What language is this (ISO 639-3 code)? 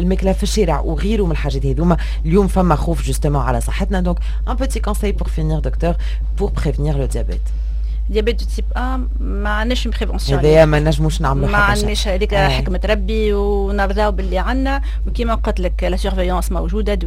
aeb